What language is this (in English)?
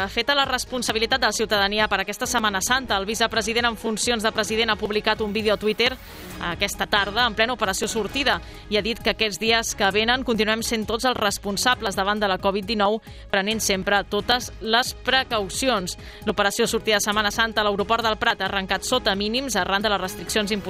Catalan